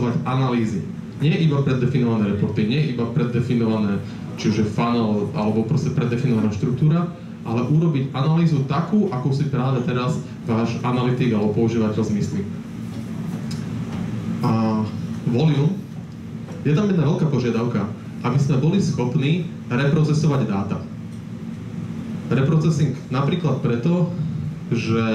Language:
Slovak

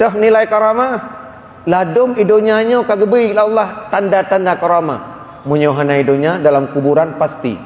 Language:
Achinese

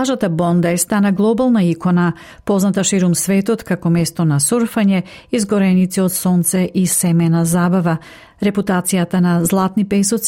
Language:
Macedonian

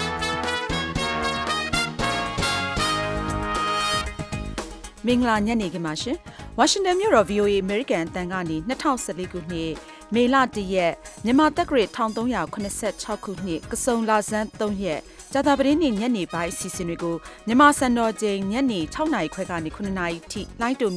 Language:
Burmese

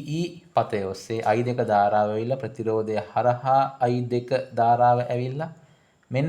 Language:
Sinhala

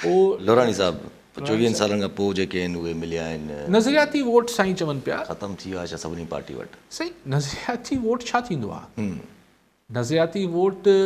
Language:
Sindhi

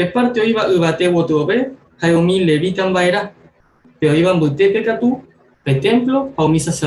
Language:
Guarani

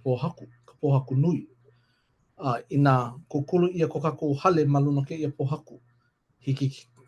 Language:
Hawaiian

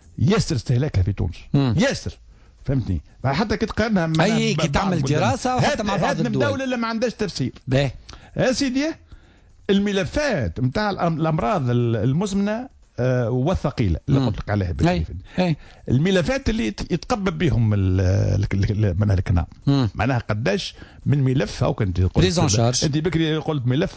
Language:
Tunisian Arabic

